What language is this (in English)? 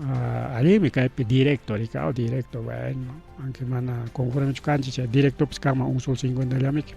Ayacucho Quechua